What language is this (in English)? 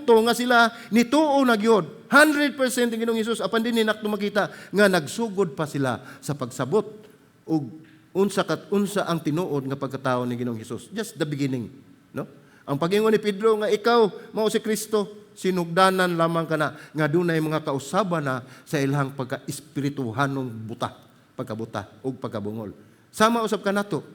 Cebuano